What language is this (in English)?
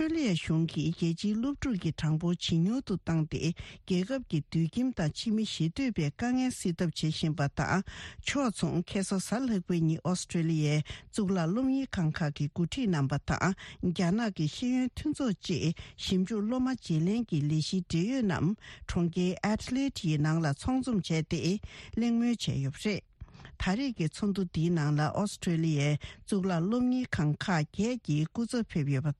Tibetan